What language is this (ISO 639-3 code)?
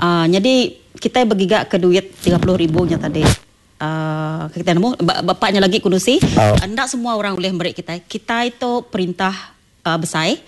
iba